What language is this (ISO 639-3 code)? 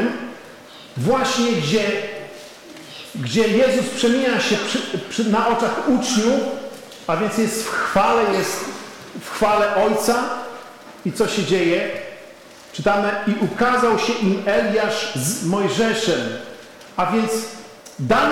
pol